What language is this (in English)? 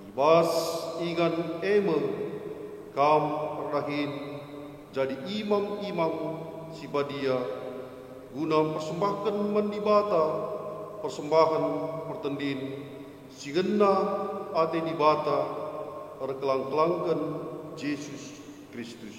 Batak Karo